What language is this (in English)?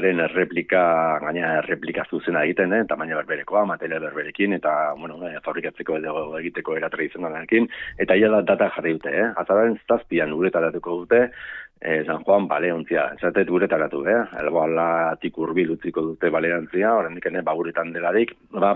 Basque